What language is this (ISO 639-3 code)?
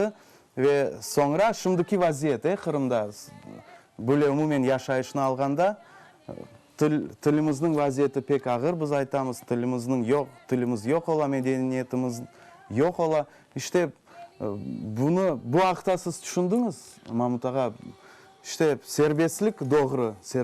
crh